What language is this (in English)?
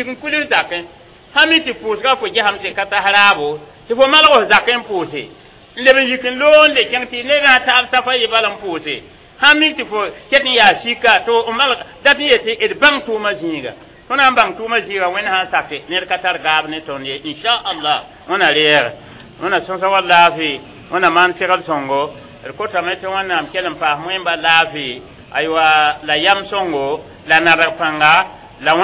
Mossi